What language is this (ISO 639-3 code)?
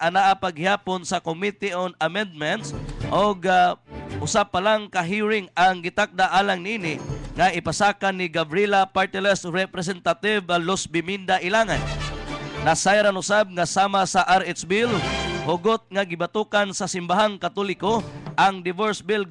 ceb